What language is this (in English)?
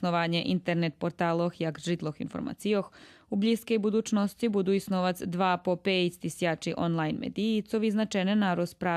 Rusyn